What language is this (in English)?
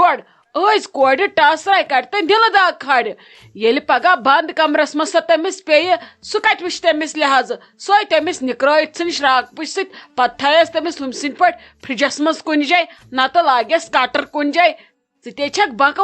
Kashmiri